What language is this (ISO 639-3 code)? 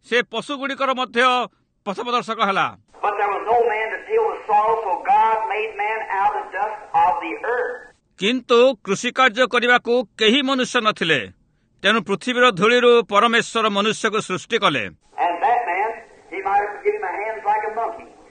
ori